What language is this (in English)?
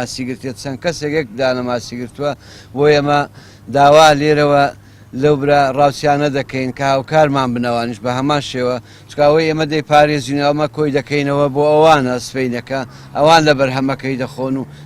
Central Kurdish